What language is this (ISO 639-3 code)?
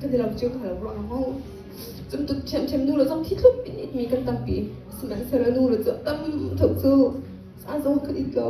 cnh